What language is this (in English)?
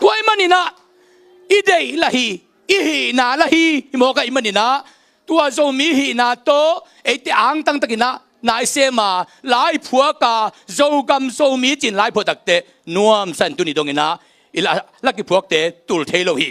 Tedim Chin